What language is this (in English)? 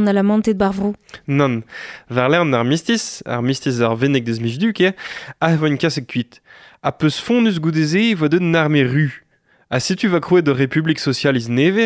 Breton